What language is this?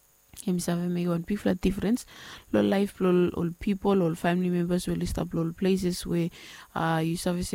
Bislama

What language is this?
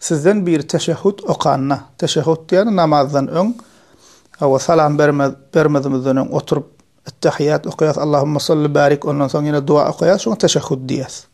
Turkmen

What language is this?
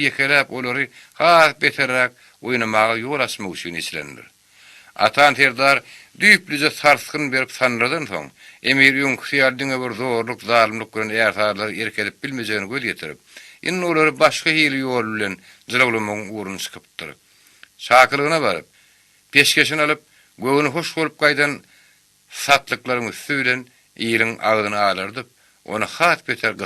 Turkmen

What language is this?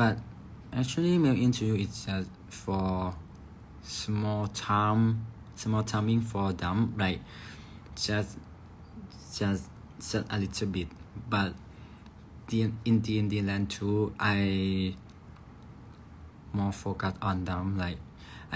Thai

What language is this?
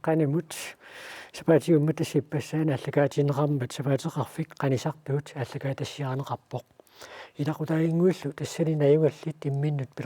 Kalaallisut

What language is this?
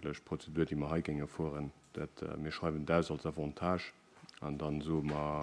Luxembourgish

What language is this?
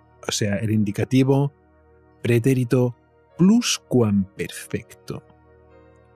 Spanish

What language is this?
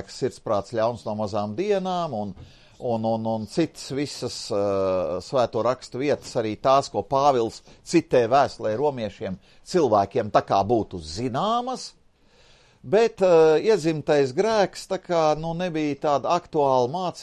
Latvian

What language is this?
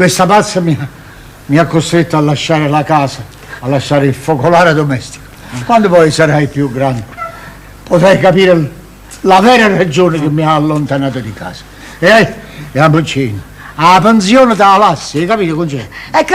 Neapolitan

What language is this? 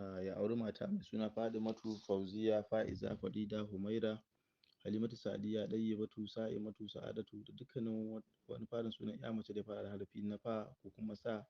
Hausa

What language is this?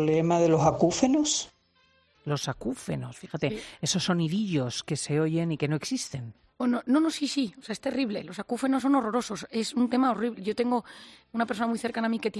Spanish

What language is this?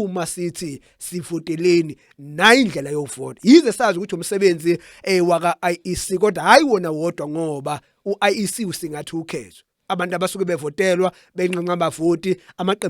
Zulu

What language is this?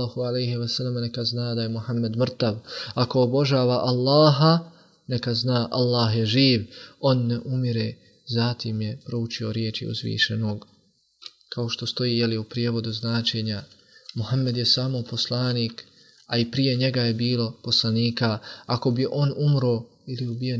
Bosnian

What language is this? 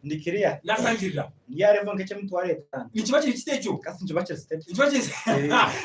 Nyankole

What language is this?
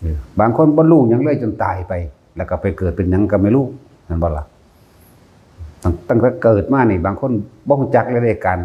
Lao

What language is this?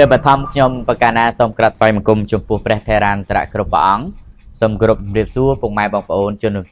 Khmer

